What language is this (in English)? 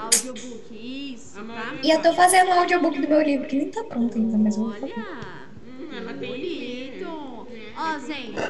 Portuguese